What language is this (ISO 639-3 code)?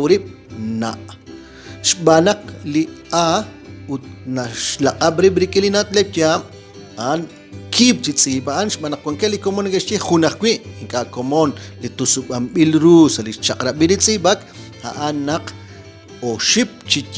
kek